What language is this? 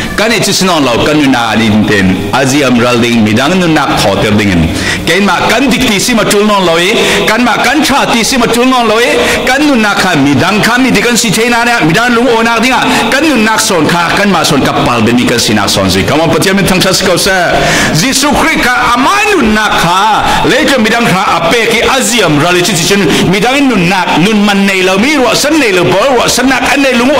Falam Chin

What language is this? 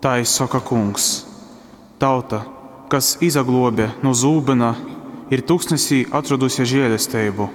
Latgalian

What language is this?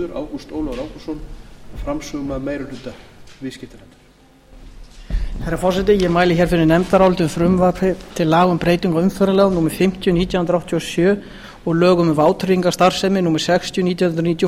Icelandic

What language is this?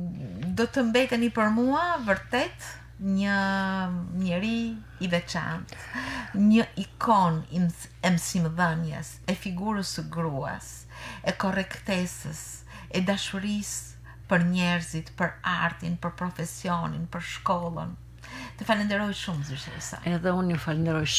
Albanian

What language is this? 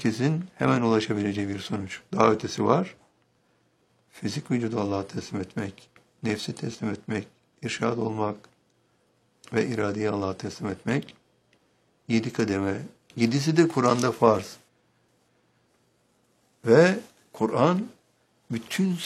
Turkish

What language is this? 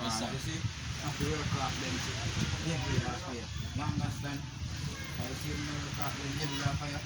Jamaican Creole English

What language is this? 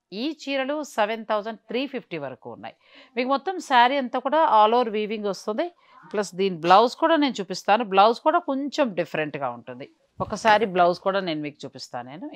Telugu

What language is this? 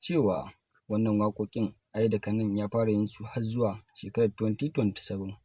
Hausa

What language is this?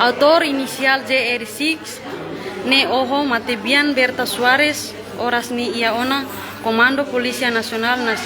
Tetum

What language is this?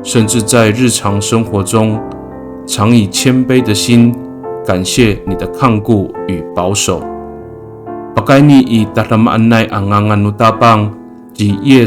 Amis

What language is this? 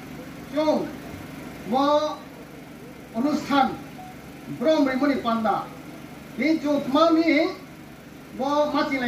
Riang (India)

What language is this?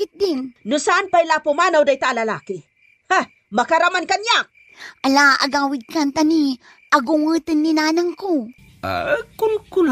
Iloko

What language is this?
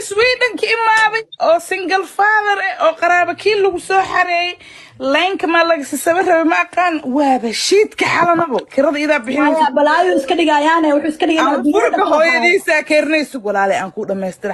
Somali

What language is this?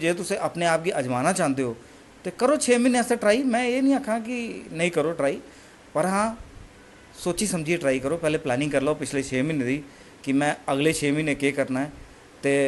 Dogri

